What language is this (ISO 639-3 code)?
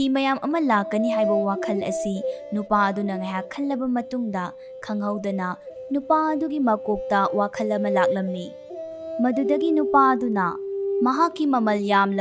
mni